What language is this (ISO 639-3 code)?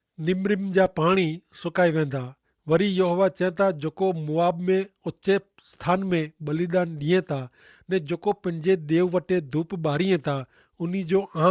kfr